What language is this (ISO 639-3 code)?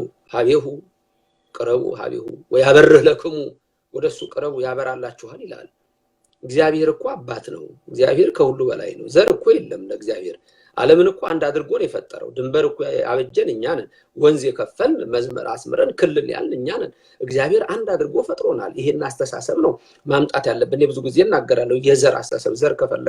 amh